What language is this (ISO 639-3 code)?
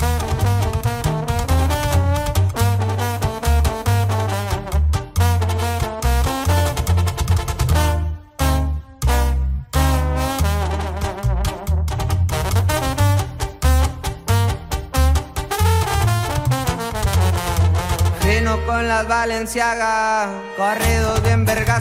spa